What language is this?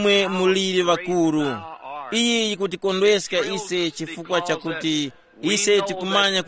Tumbuka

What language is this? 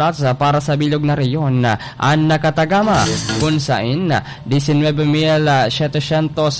Bikol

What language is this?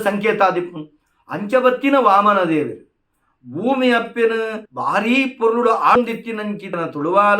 Tulu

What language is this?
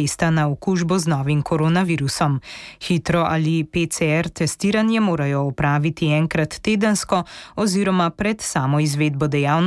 Slovenian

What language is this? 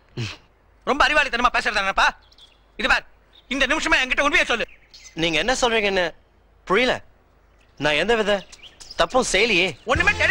Tamil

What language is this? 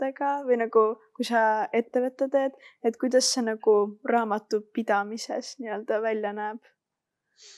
Estonian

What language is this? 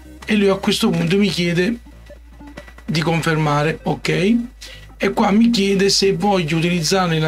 Italian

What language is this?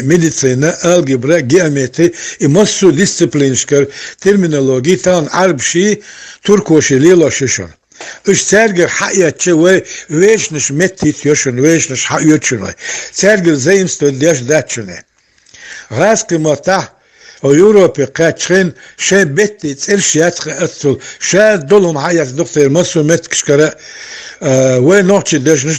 Chechen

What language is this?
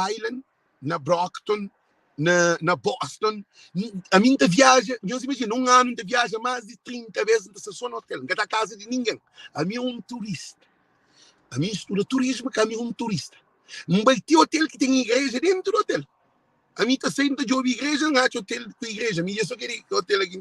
Kabuverdianu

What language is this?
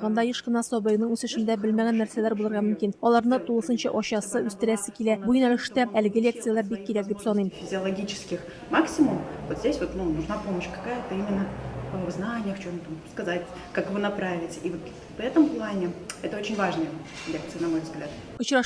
Tatar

